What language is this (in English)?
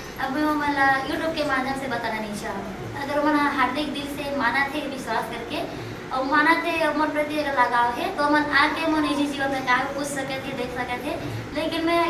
Chhattisgarhi